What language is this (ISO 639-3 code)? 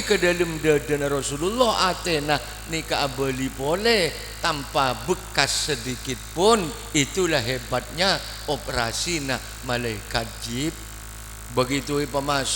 mad